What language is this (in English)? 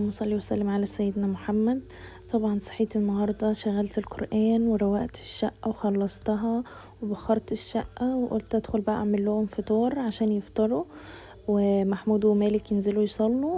Egyptian Arabic